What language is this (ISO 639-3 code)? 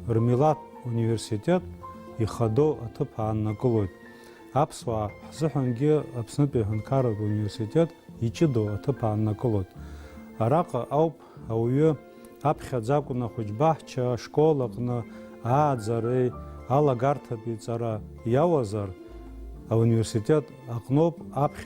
abk